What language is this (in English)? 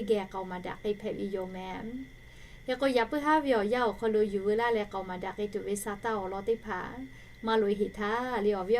Lahu